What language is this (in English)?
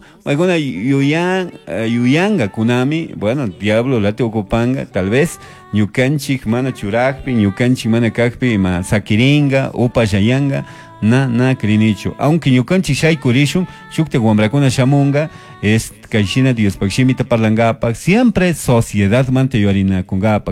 Chimborazo Highland Quichua